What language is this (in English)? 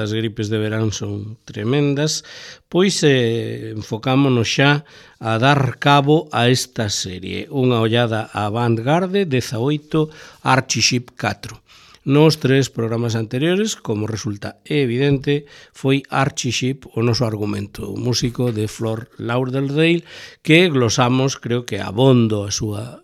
Galician